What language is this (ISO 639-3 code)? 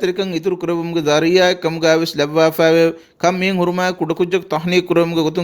div